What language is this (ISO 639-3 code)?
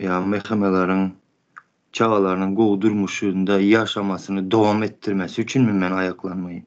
tuk